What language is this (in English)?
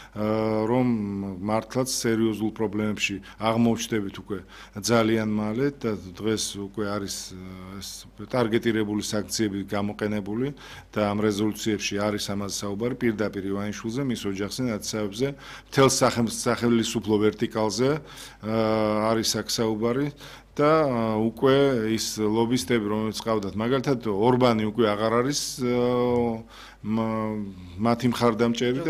Georgian